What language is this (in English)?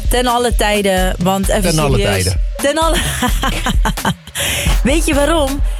Dutch